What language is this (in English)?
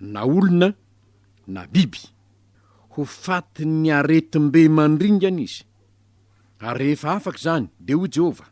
Malagasy